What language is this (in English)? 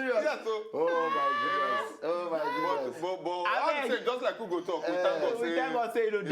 Nigerian Pidgin